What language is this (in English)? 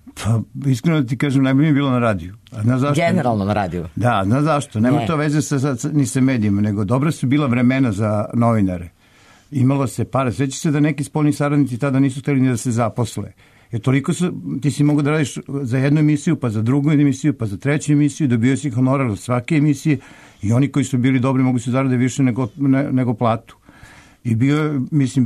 Serbian